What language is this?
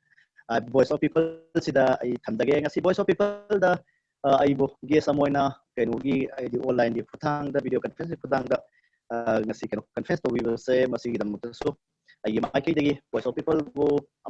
Manipuri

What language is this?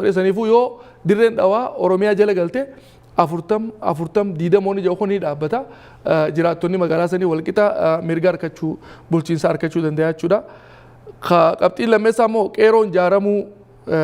Oromo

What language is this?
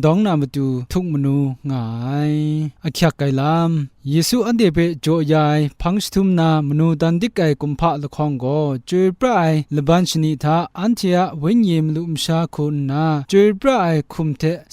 Kachin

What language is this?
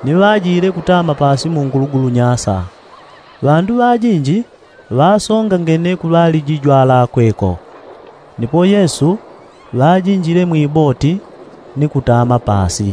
Yao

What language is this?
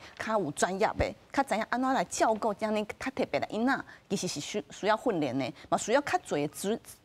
Min Nan Chinese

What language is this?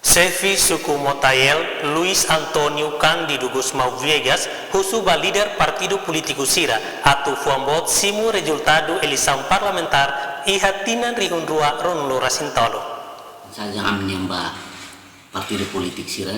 Tetum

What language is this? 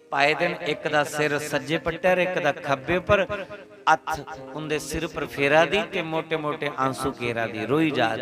Dogri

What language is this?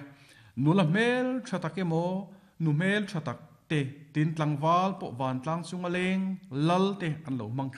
Mizo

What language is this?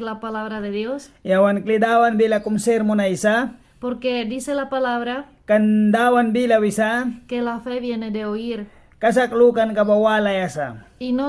Mískito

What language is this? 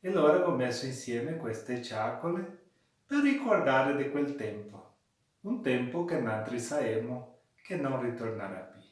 Venetian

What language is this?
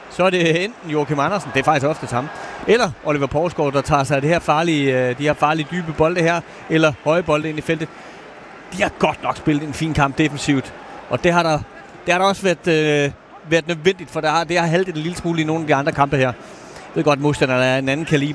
Danish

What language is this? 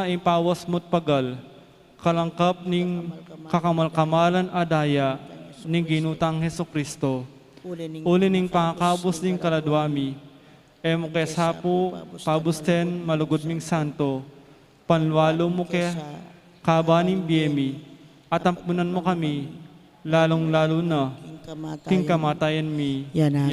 Pampanga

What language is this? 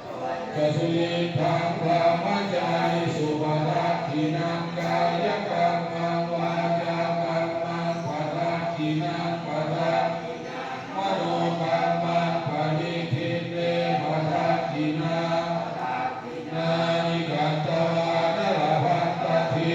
Pali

